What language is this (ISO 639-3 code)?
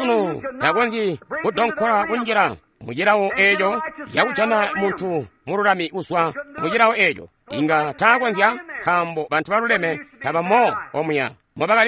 toi